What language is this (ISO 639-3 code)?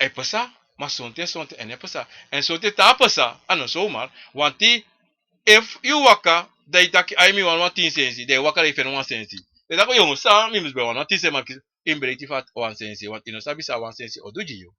srn